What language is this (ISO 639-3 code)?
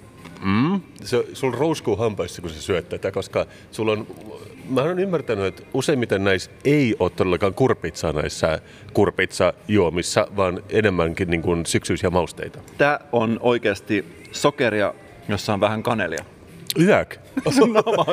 fin